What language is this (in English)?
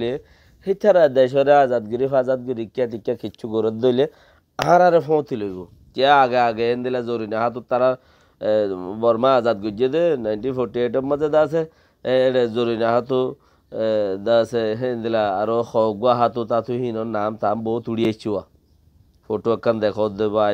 Rohingya